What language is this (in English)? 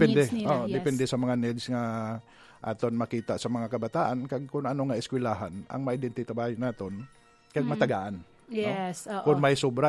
Hiligaynon